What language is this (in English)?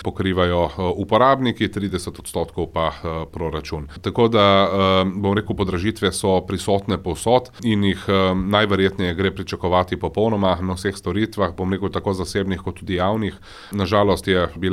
Slovenian